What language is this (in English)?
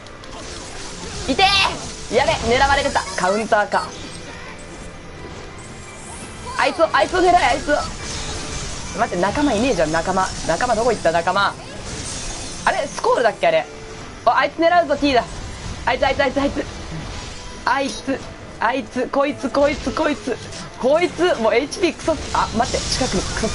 Japanese